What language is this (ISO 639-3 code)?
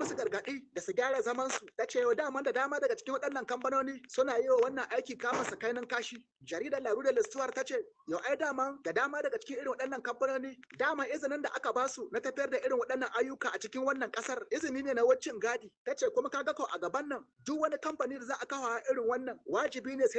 hau